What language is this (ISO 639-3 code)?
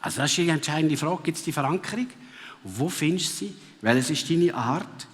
gsw